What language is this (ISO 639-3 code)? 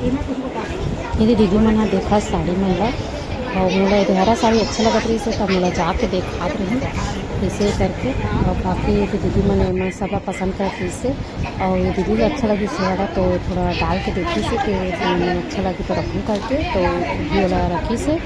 hne